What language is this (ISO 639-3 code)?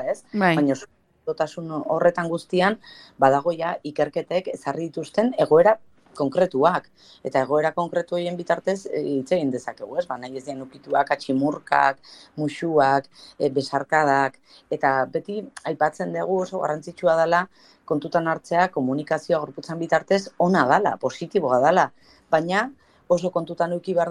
eus